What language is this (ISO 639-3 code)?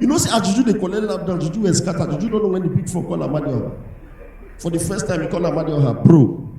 pcm